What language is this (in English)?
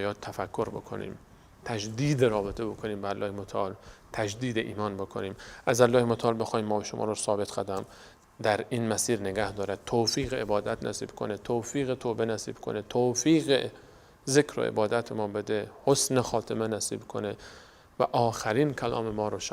Persian